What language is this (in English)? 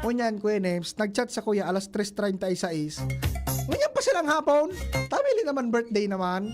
Bikol